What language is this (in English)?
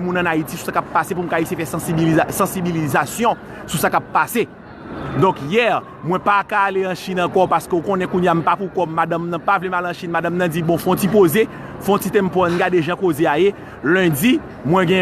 Haitian Creole